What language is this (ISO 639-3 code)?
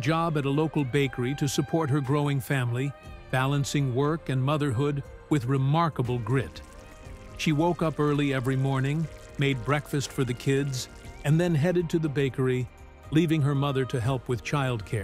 eng